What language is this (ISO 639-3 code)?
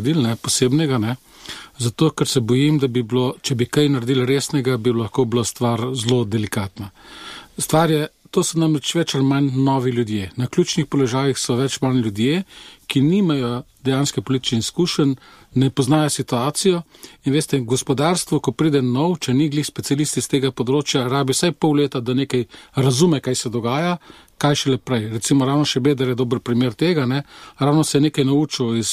slv